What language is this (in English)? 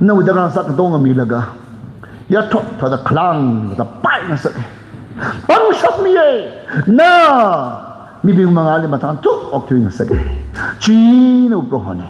Tangkhul Naga (India)